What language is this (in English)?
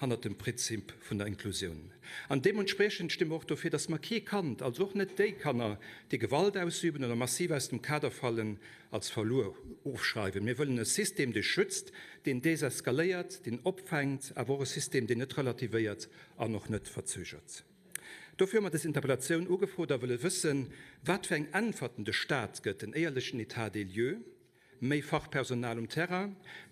Luxembourgish